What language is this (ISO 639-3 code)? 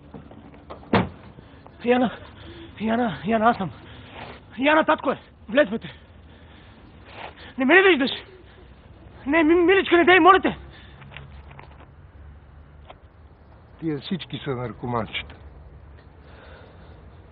bul